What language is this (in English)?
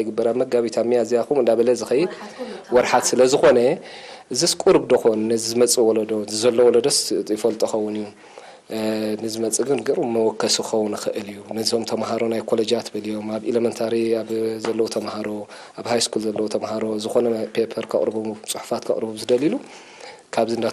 Tigrinya